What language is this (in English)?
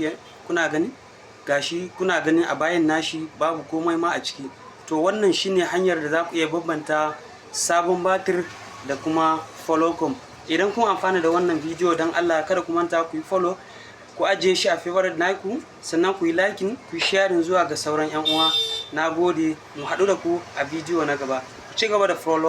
Hausa